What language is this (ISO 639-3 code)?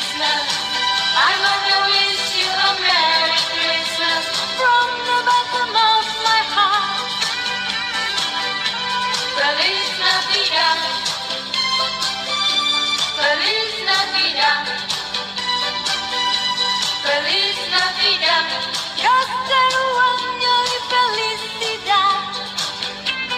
eng